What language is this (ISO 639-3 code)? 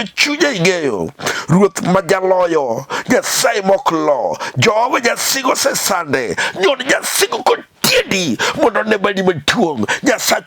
luo